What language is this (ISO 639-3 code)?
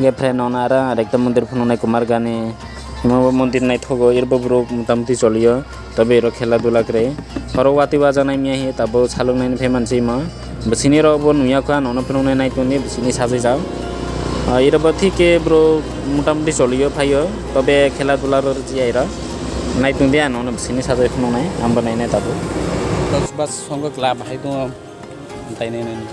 trp